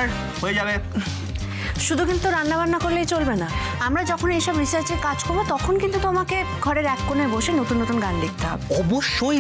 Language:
Bangla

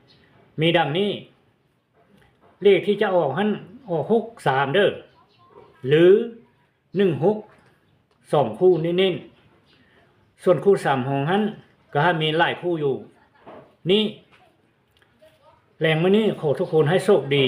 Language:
Lao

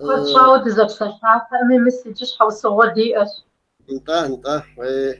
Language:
Kabardian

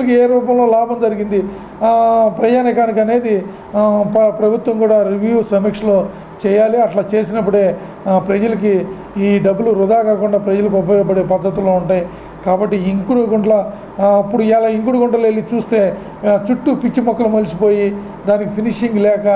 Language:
Telugu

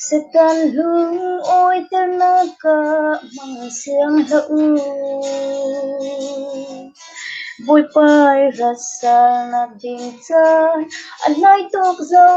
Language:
Falam Chin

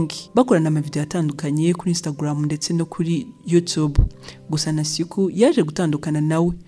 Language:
Kinyarwanda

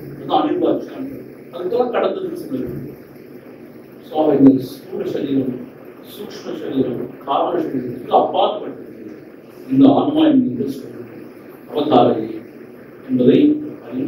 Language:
Tamil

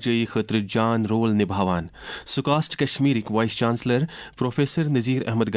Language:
Kashmiri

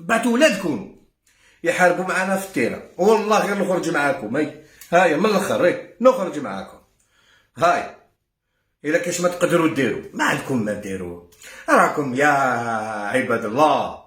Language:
Algerian Arabic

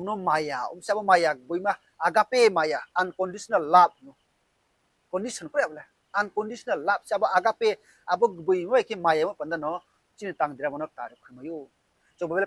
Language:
Riang (India)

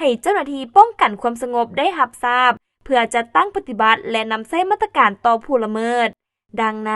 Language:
Lao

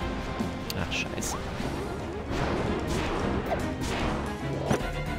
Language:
German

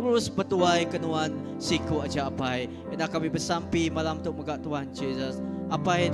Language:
Iban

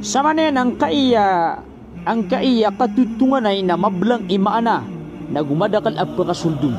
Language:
Maranao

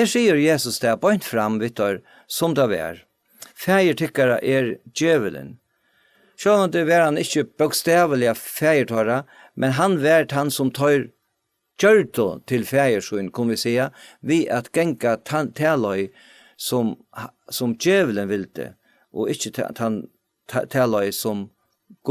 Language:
Faroese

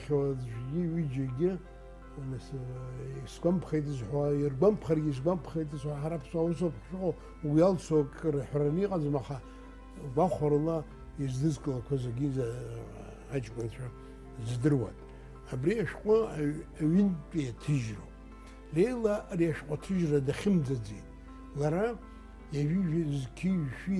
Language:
Abkhazian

